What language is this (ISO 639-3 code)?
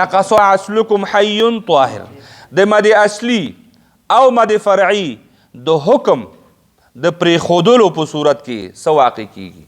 pus